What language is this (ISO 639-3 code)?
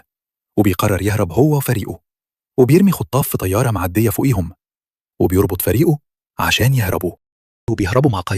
arz